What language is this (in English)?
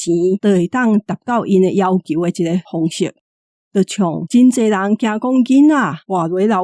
Min Nan Chinese